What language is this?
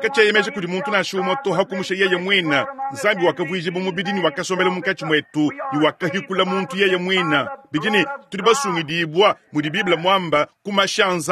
Luba-Lulua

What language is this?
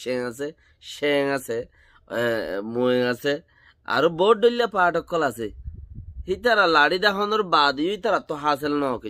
Rohingya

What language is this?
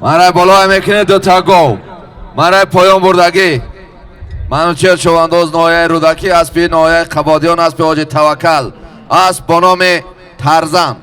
Tajik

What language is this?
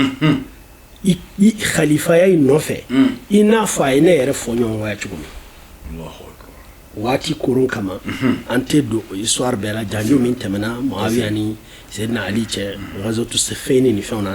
Bambara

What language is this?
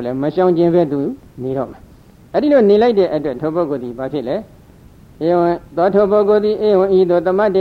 Burmese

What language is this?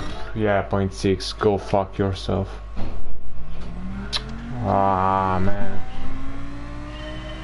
Italian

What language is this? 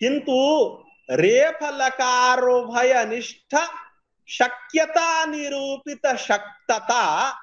Sanskrit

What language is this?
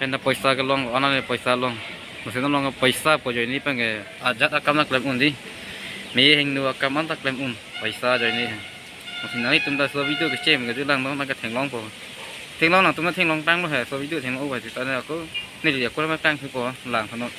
Karbi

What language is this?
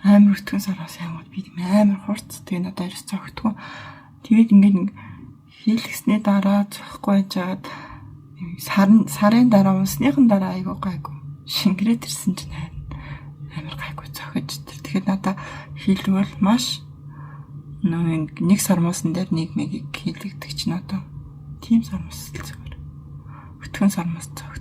Mongolian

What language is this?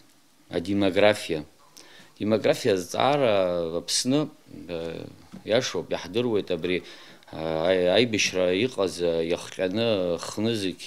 Abkhazian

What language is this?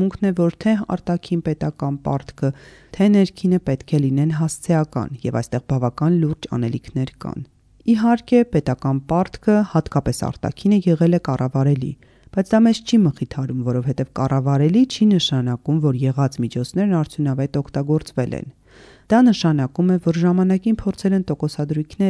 Armenian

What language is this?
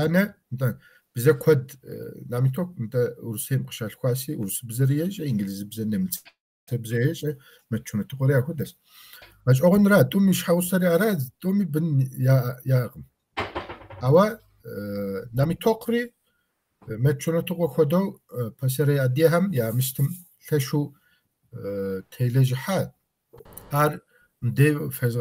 Kabardian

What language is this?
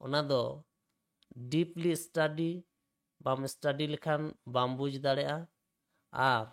Santali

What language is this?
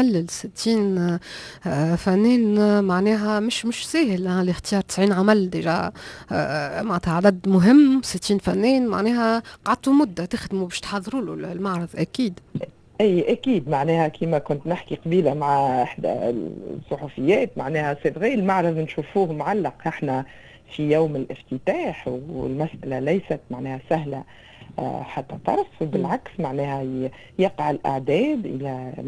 Tunisian Arabic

